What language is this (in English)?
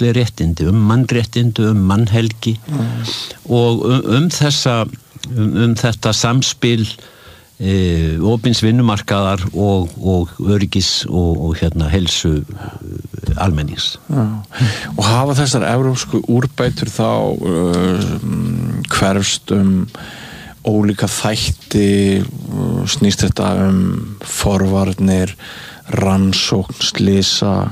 Icelandic